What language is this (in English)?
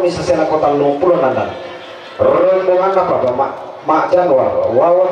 Toraja-Sa'dan